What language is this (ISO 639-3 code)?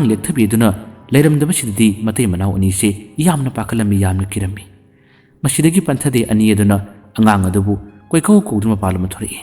mni